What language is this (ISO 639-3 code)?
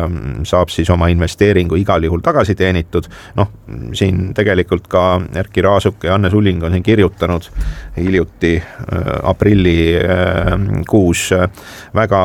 est